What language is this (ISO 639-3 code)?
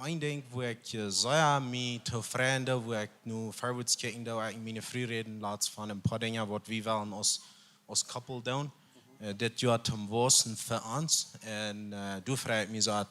pdt